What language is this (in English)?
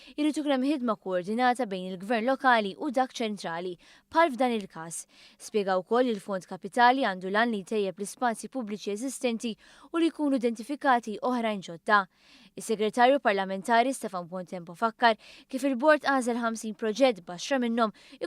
Maltese